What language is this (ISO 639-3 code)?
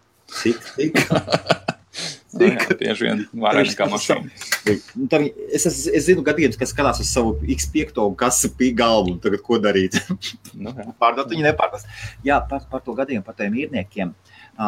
lav